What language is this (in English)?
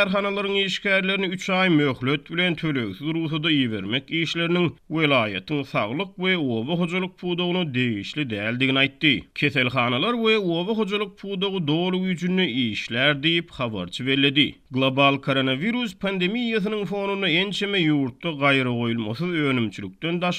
Turkmen